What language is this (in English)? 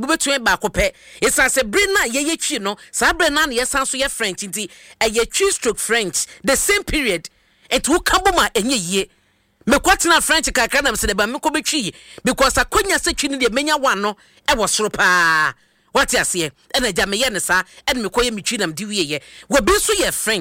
Akan